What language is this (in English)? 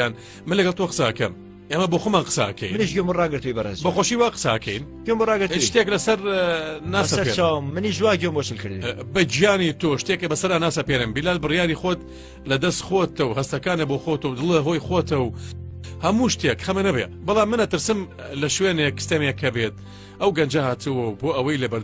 Central Kurdish